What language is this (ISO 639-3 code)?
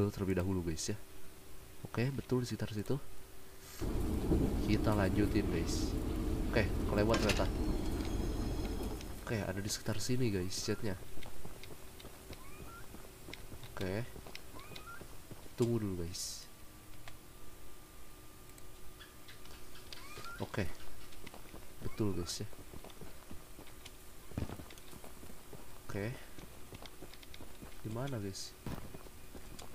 ind